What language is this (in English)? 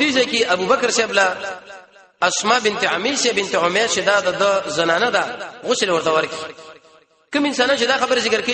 Pashto